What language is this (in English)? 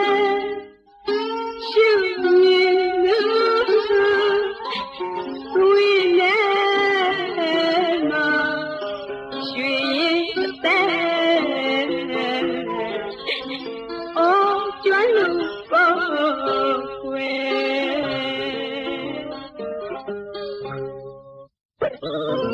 Burmese